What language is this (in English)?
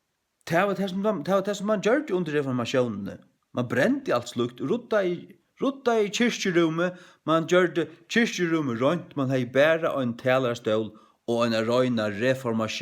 Faroese